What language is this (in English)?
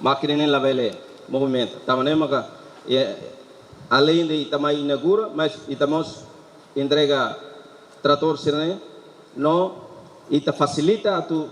Tetum